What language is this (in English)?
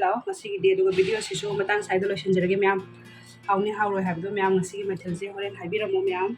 Manipuri